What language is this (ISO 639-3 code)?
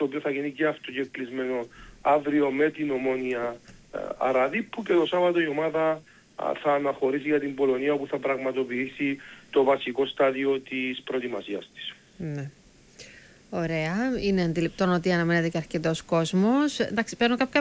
ell